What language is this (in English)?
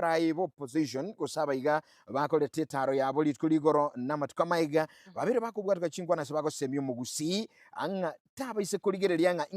Gusii